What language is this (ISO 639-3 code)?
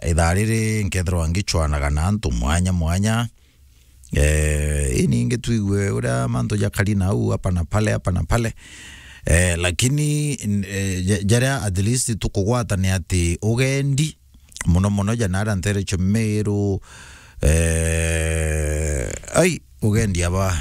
mer